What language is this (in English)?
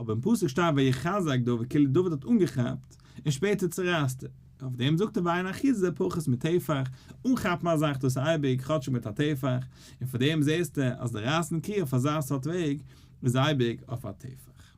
Yiddish